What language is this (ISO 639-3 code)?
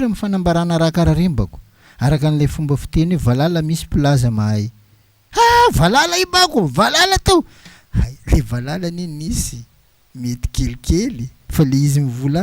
mlg